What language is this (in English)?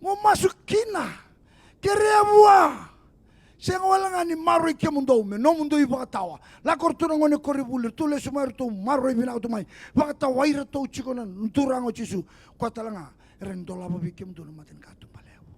Fijian